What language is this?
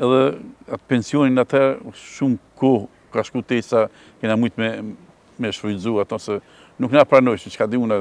Albanian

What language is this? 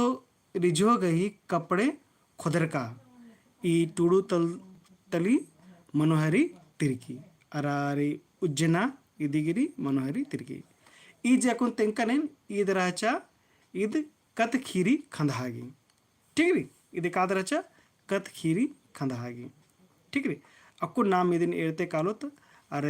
Kurukh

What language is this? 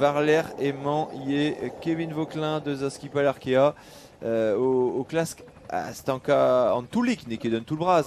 Breton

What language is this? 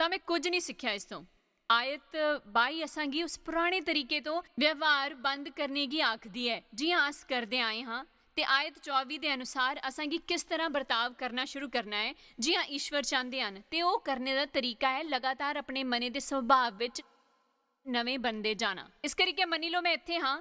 Dogri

